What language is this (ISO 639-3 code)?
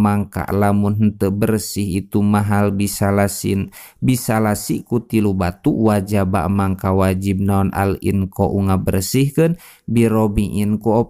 sun